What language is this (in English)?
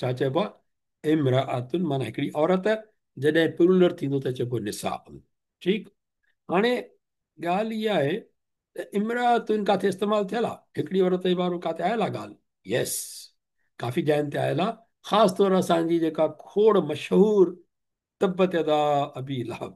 Sindhi